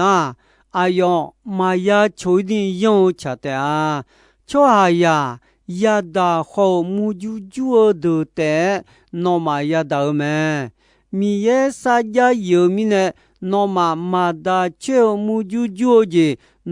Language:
Akha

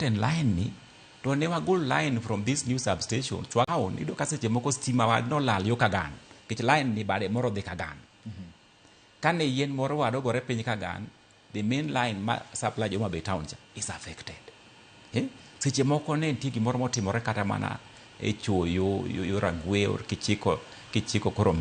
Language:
Luo (Kenya and Tanzania)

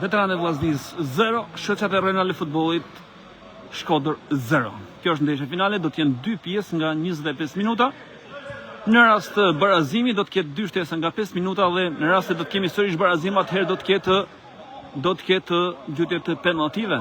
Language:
Albanian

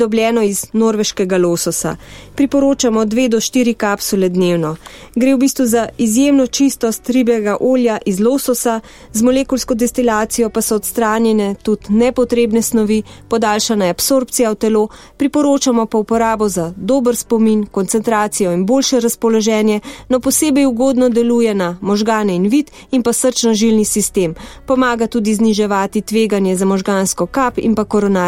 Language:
Slovenian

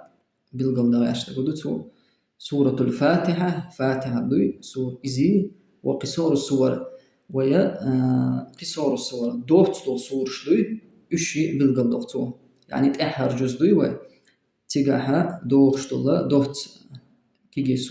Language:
Chechen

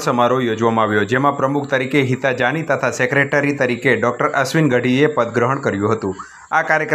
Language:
Gujarati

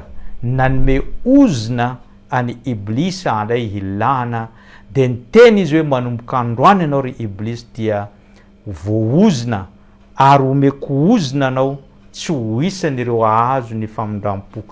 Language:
Malagasy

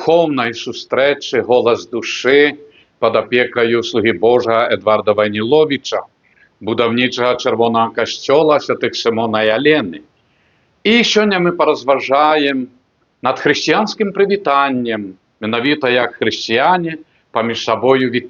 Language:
Belarusian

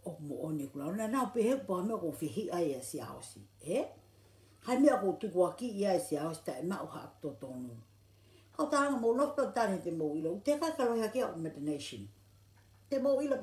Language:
Tongan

